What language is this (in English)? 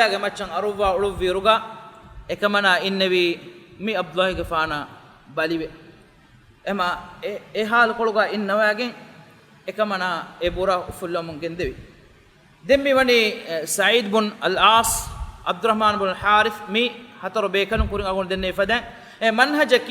Divehi